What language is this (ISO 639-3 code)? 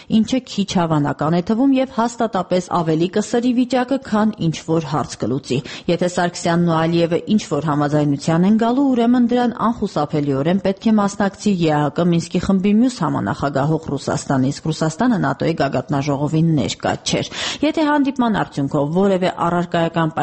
hye